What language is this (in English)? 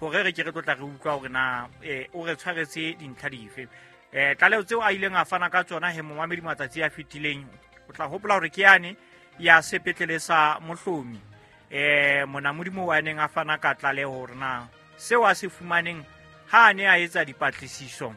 Southern Sotho